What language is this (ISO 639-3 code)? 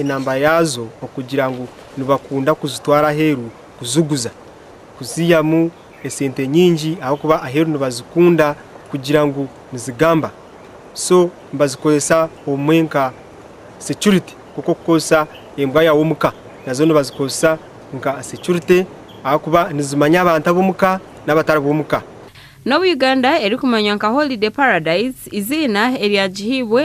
nyn